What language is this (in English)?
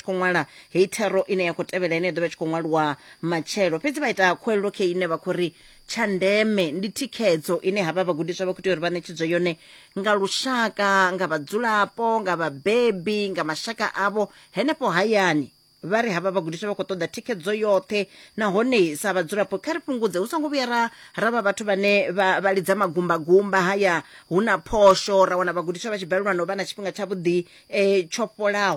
Venda